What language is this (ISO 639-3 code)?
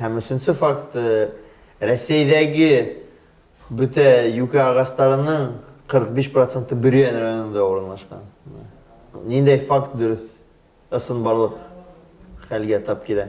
bak